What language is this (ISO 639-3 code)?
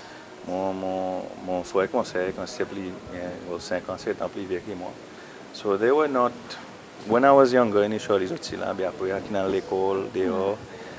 crs